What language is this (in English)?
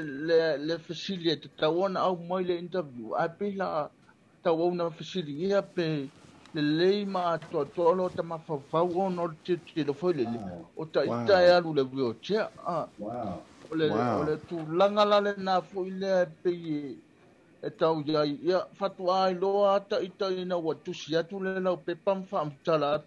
Samoan